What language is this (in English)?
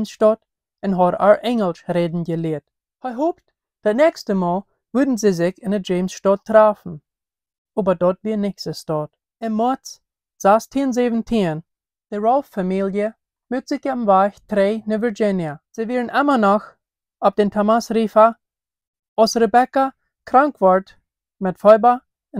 Plautdietsch